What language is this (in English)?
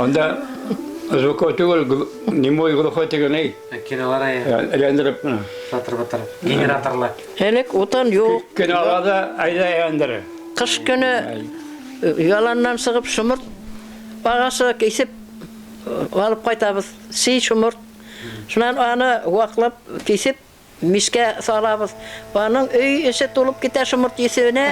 Bashkir